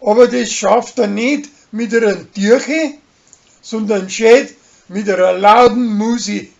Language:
Bavarian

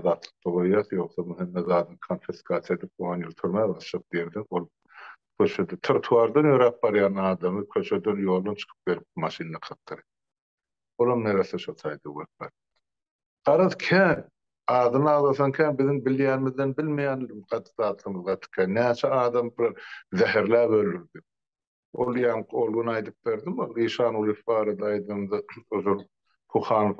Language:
Turkmen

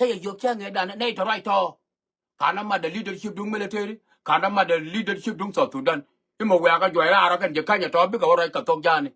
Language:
Nuer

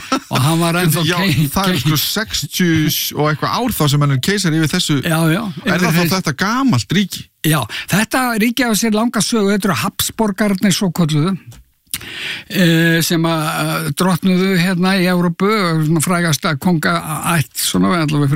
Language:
Icelandic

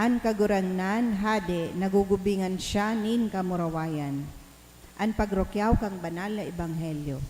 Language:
Bikol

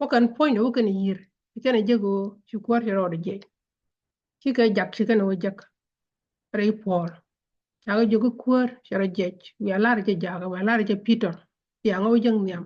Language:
Nuer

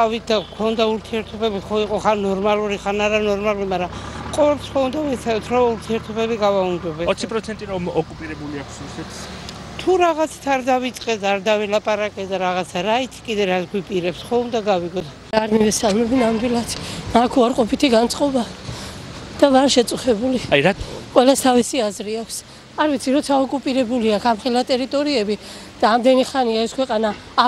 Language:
Georgian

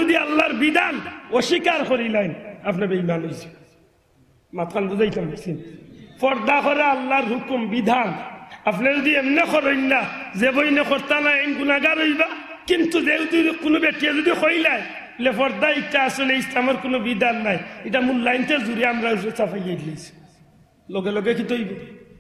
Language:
Sylheti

